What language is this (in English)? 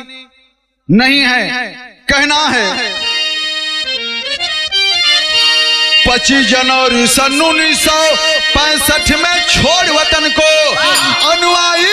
Bhojpuri